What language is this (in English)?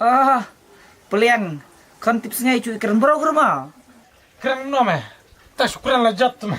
Khasi